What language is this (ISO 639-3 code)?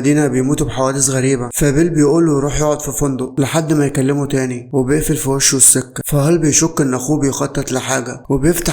arz